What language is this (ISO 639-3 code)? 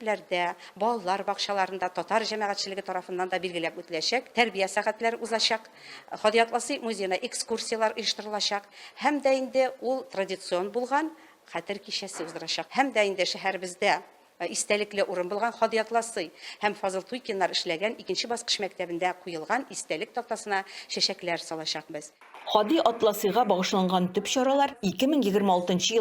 tat